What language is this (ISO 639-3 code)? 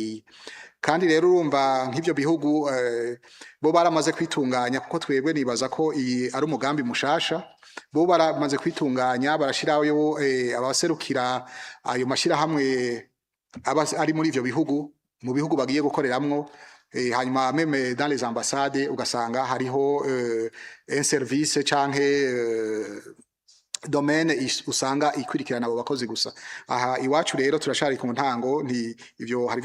run